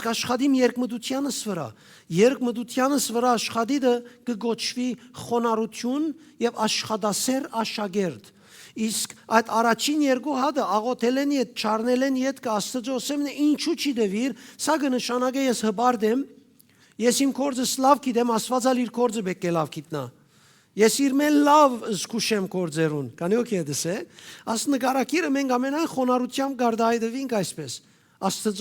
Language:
Western Armenian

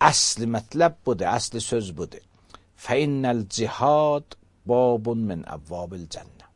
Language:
Azerbaijani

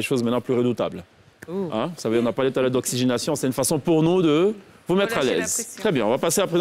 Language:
French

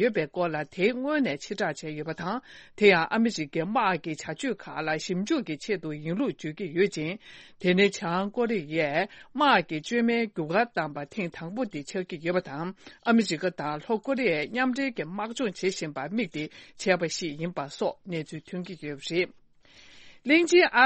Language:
Tibetan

